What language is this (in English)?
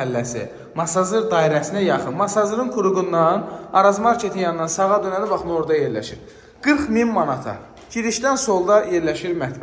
Azerbaijani